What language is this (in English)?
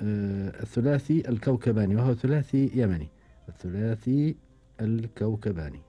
Gulf Arabic